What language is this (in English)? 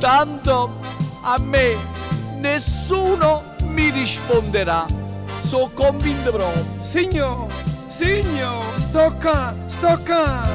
Neapolitan